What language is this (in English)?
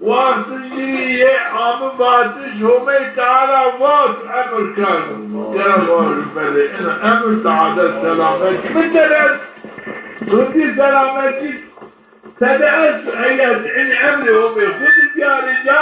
Zaza